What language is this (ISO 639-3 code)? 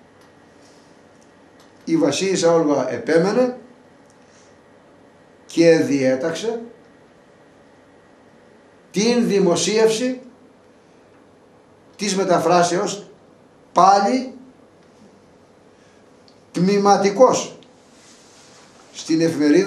ell